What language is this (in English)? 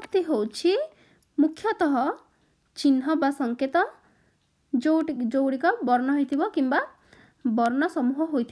Odia